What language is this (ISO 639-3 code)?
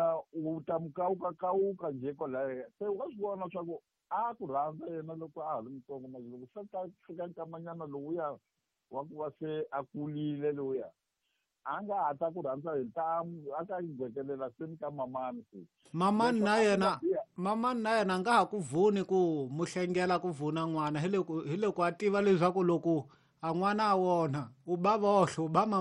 tso